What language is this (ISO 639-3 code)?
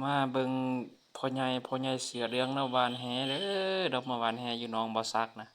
tts